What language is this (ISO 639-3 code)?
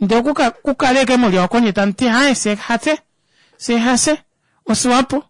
kua